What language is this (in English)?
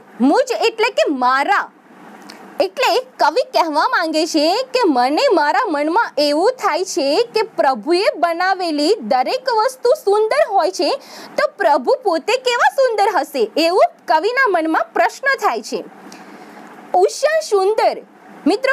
Gujarati